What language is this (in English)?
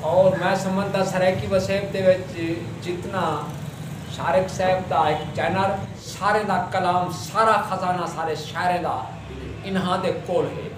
Saraiki